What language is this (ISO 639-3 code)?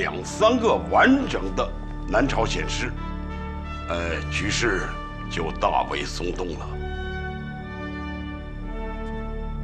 zho